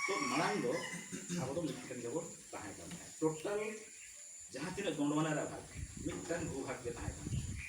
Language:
Santali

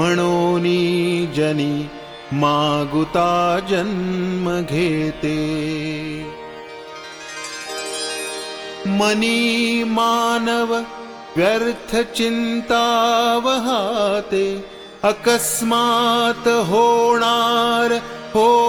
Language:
Marathi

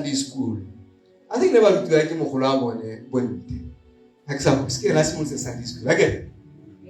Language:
Tswana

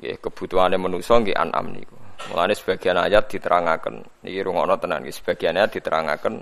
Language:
Javanese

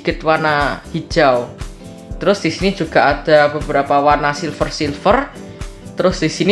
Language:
Indonesian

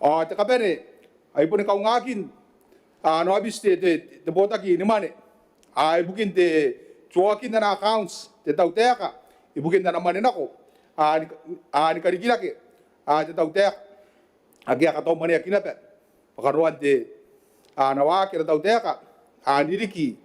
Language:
Gilbertese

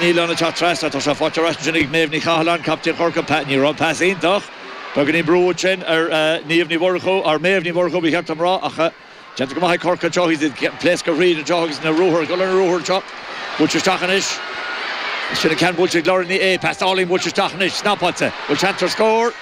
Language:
Irish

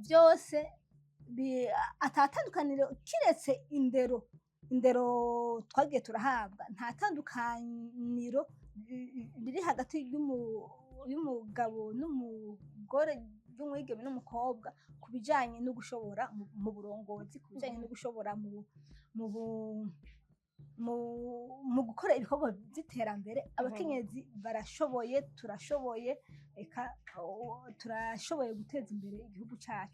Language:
Rundi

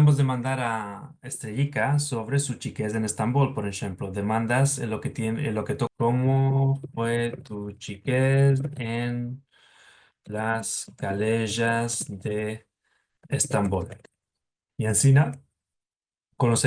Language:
Ladino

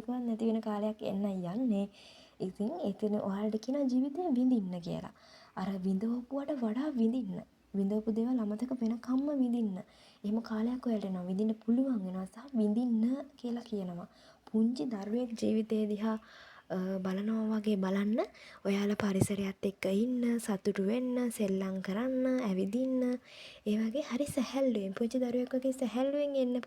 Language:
Sinhala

